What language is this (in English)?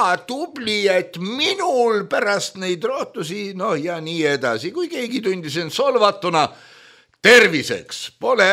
Estonian